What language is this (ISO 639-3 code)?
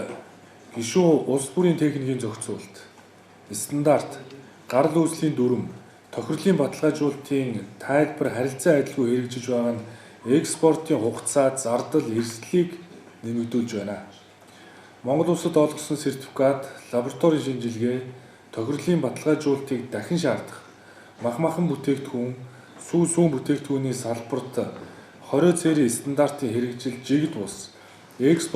mon